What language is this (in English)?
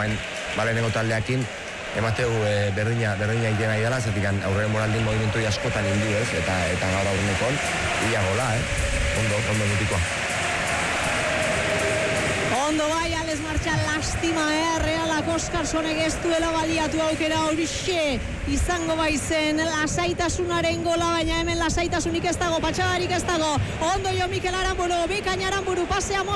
Basque